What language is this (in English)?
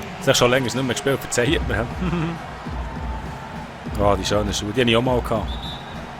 Swiss German